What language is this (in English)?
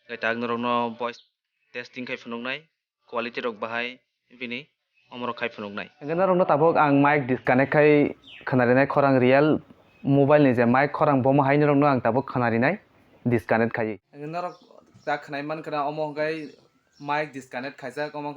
Kok Borok